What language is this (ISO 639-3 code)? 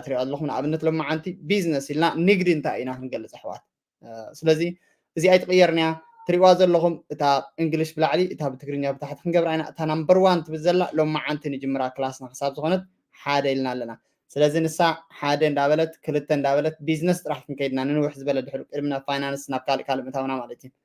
tir